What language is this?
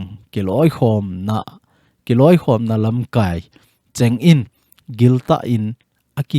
Thado Chin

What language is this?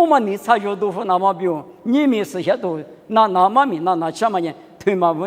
Lisu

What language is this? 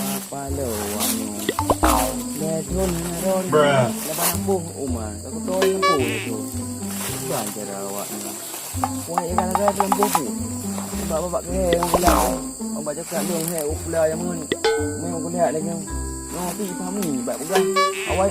Achinese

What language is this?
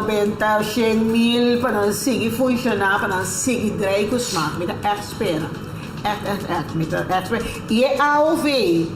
Papiamento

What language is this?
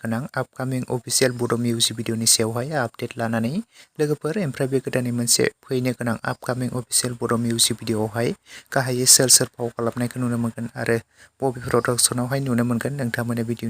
Bodo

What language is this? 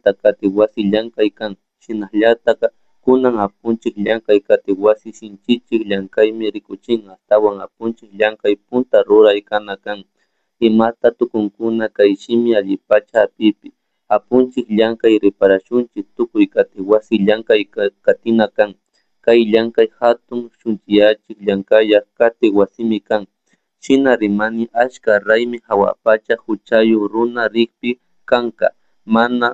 Chimborazo Highland Quichua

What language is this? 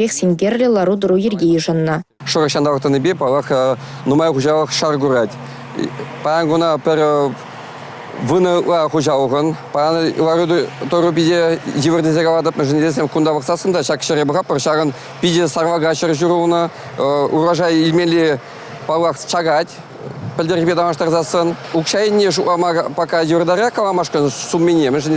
Chuvash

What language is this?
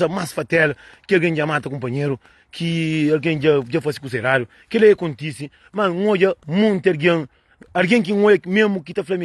Kabuverdianu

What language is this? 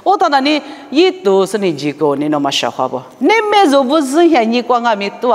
Lisu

